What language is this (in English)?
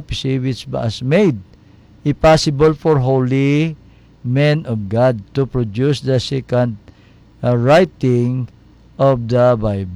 Hiligaynon